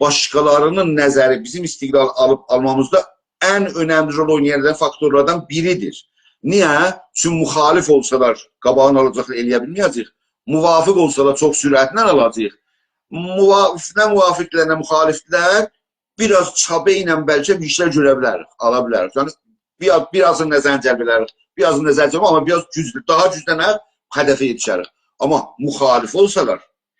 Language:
South Azerbaijani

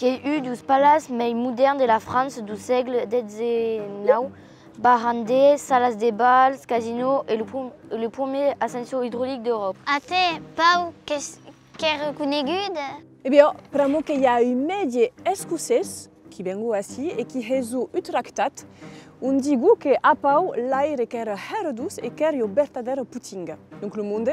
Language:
Occitan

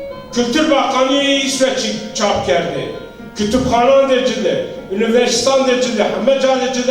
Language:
Zaza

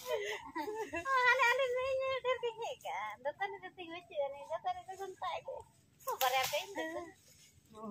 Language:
Santali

